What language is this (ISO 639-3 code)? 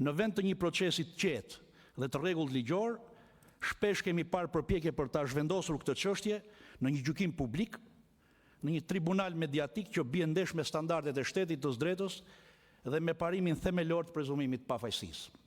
sqi